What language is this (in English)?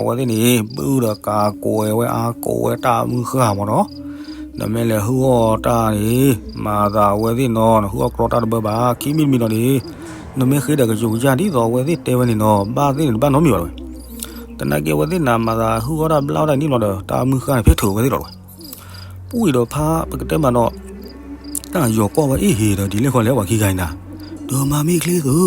S'gaw Karen